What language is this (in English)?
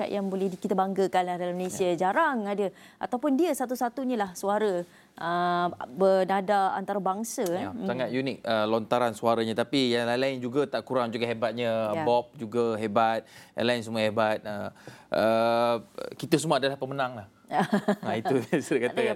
Malay